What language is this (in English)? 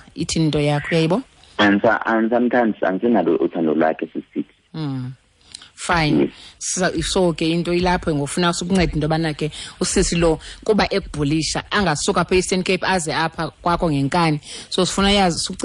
Xhosa